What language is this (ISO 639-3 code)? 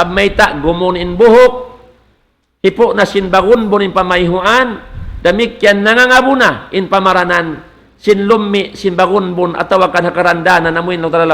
tsg